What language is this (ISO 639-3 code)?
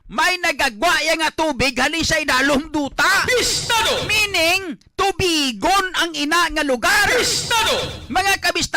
hil